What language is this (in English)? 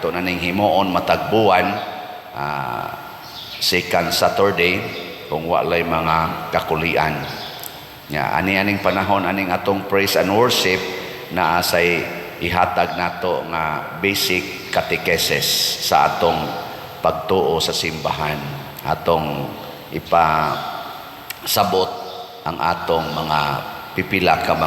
Cebuano